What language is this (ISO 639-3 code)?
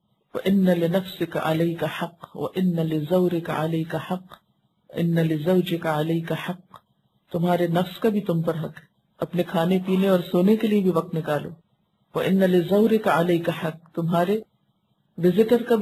urd